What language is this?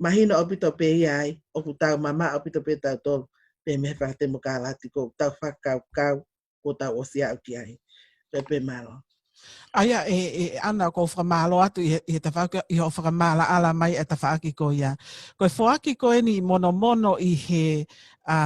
Tongan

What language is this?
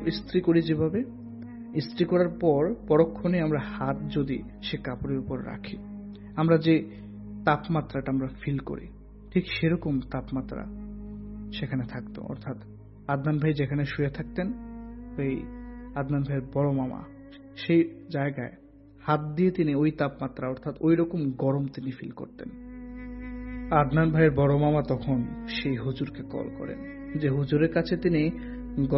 Bangla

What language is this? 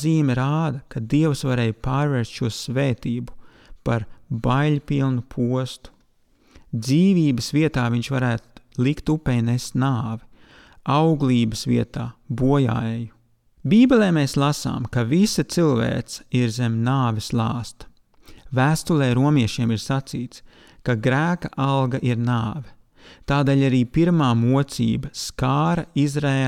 Latvian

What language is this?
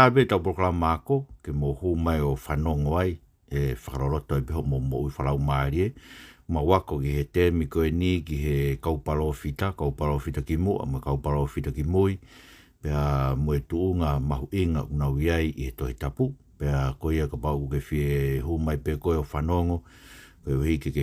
Tongan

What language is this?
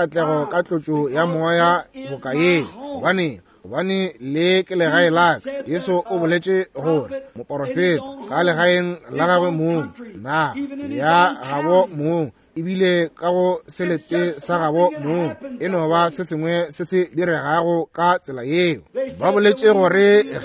Northern Sotho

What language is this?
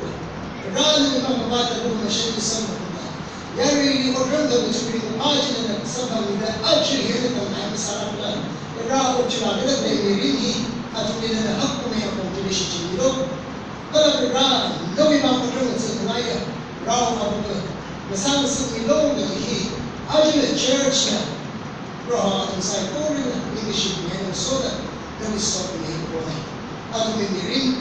Tangkhul Naga (India)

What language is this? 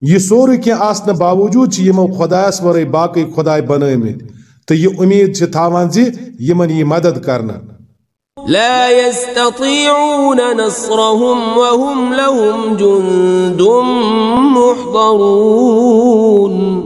Kashmiri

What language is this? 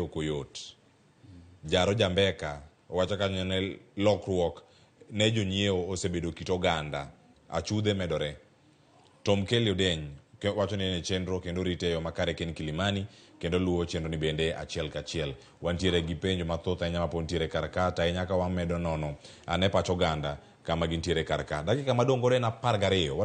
Luo (Kenya and Tanzania)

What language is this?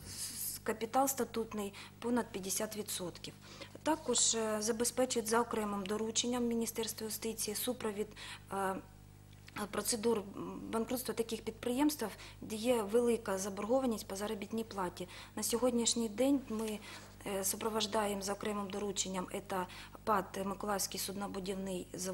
Ukrainian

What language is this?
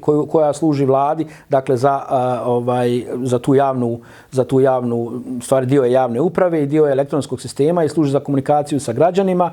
Bosnian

